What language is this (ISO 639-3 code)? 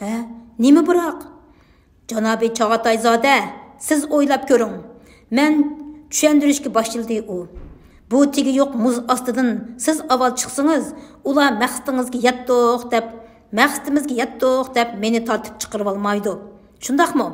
uig